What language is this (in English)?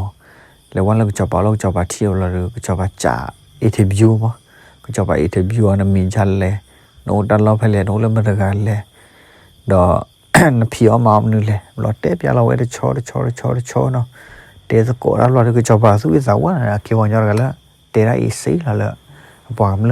S'gaw Karen